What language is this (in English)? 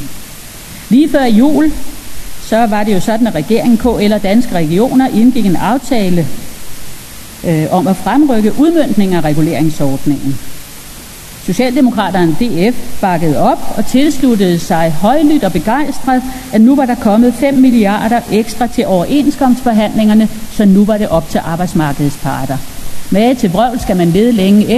Danish